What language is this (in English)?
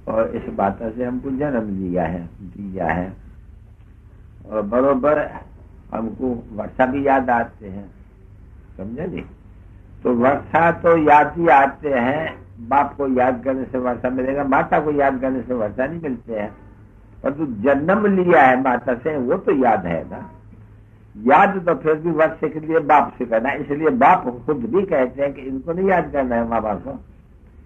Hindi